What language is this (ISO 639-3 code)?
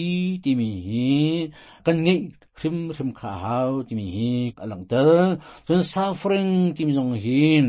cnh